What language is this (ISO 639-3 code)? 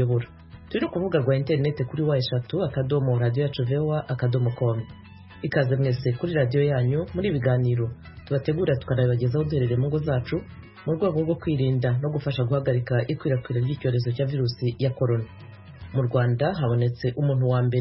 kin